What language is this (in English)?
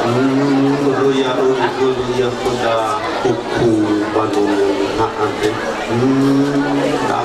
Nias